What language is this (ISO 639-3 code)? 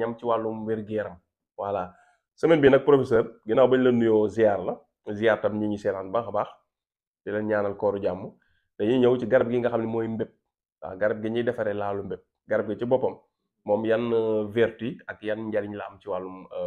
wol